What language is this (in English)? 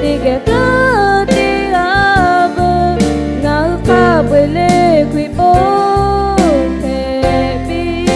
Lahu